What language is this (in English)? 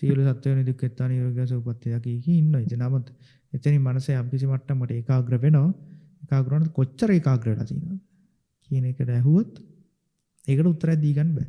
Sinhala